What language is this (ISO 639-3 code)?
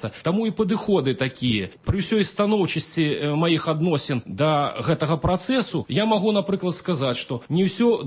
bel